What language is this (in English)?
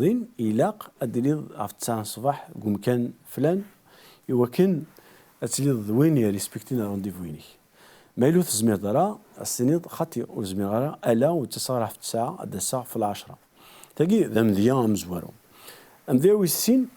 Kabyle